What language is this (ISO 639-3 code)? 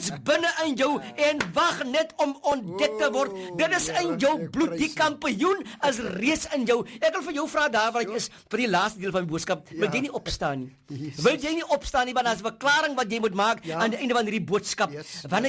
afr